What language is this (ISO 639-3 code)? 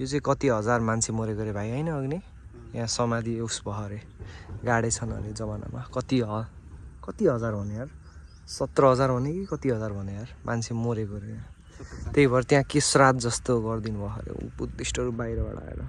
nep